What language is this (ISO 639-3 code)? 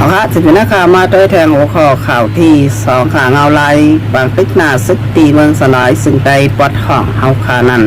shn